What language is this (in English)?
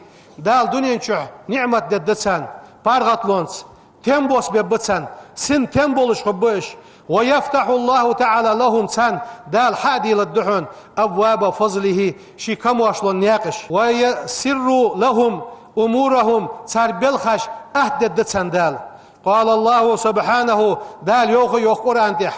Ingush